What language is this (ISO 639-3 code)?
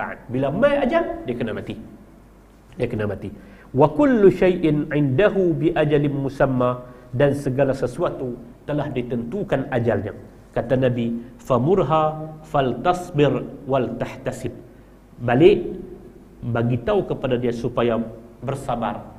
msa